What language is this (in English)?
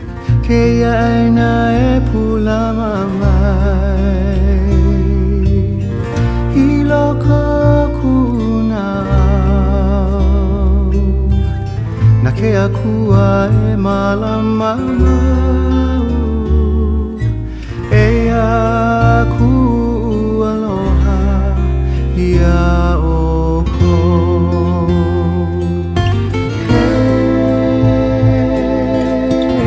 Hawaiian